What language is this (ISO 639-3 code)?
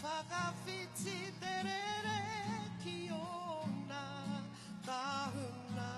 mri